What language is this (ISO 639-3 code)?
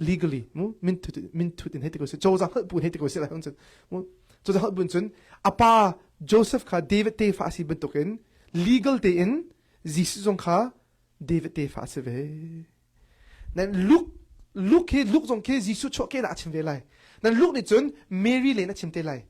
cnh